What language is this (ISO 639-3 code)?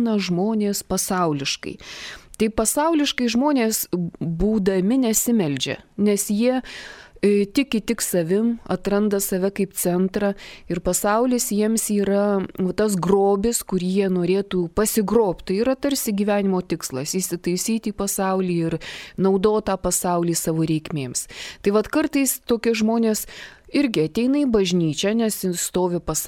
lit